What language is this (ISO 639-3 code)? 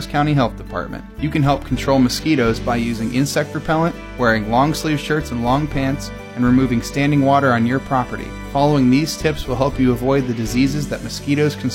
eng